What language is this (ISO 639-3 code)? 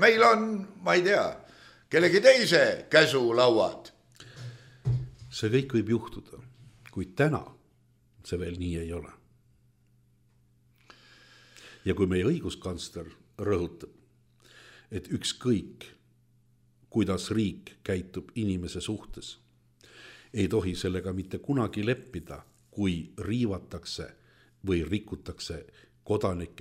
est